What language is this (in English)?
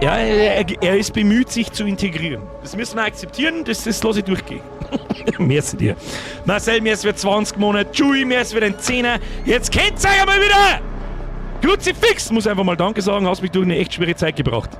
Bavarian